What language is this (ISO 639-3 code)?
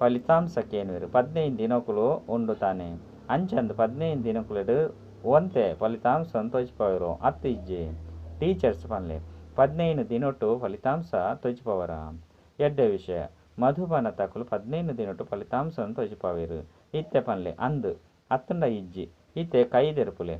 tcy